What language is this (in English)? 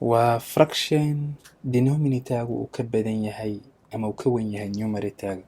Somali